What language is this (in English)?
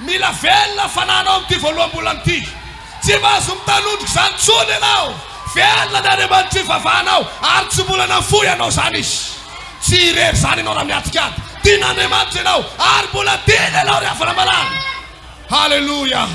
Malagasy